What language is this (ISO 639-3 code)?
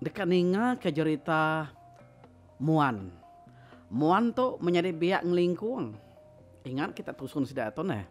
iba